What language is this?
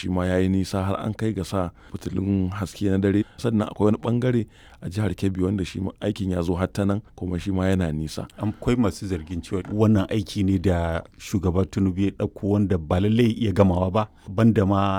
Hausa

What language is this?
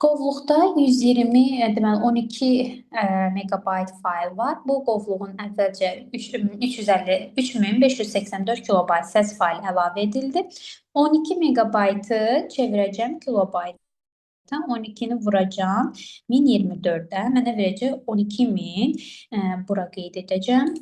Azerbaijani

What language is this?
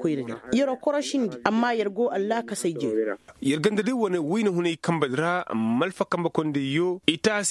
Koyraboro Senni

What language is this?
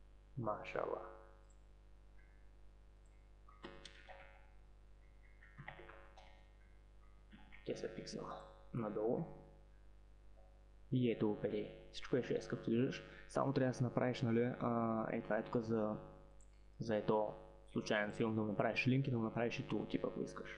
Bulgarian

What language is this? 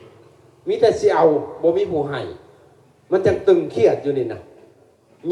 Lao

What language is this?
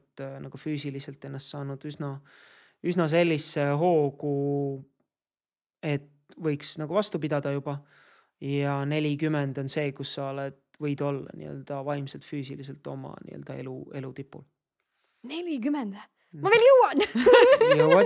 Estonian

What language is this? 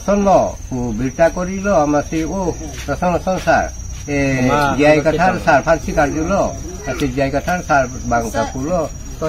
Karbi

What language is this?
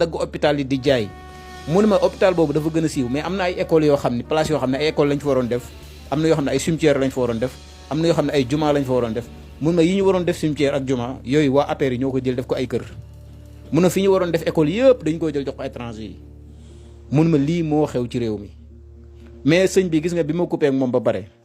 Wolof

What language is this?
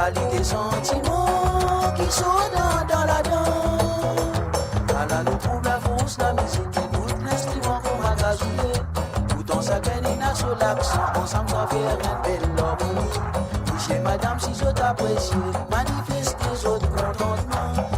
Morisyen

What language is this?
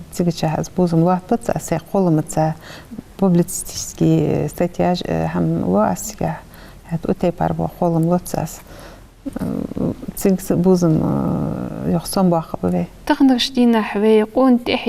Ingush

